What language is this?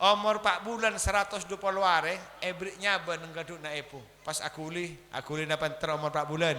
Madurese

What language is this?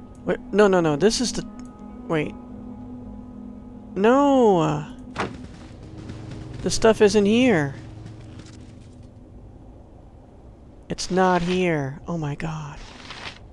English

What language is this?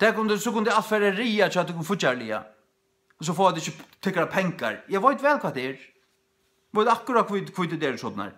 Faroese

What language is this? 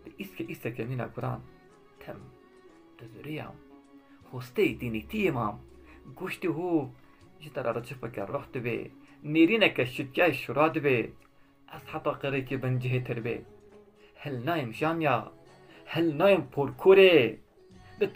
Kurdish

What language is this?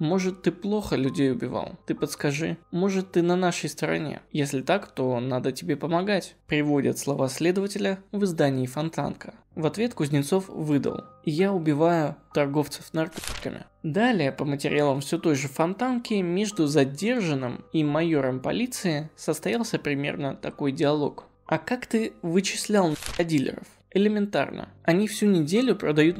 Russian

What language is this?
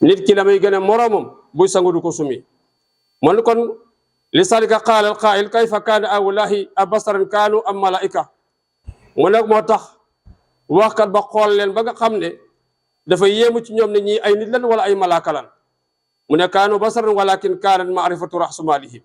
Wolof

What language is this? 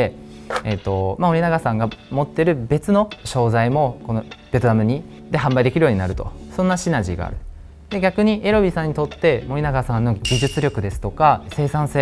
Japanese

